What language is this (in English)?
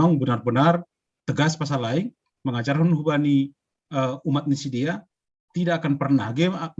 Batak Simalungun